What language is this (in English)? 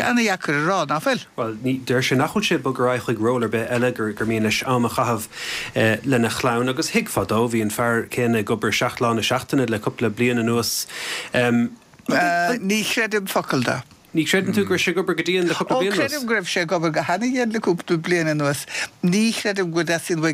Irish